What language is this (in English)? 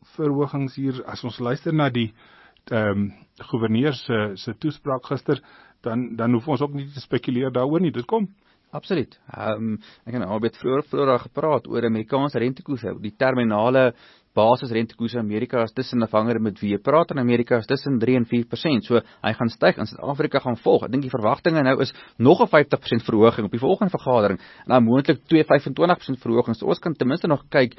Afrikaans